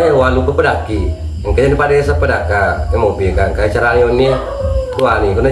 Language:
Buginese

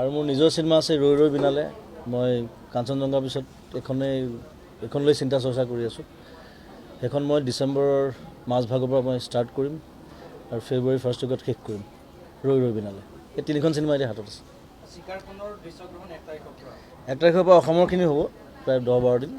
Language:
Assamese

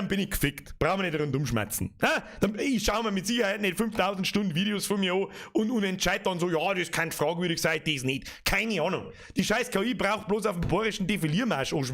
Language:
Bavarian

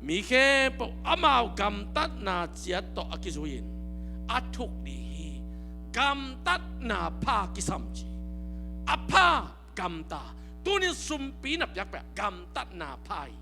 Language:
Tedim Chin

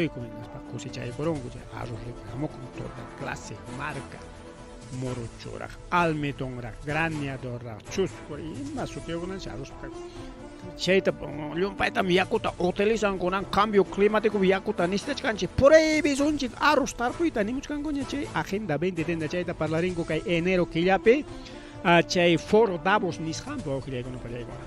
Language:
Ayacucho Quechua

